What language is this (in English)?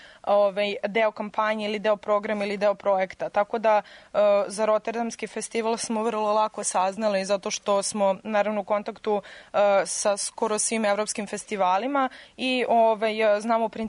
Serbian